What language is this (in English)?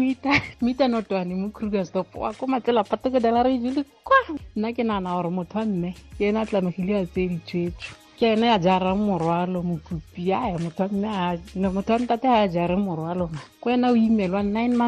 Tswana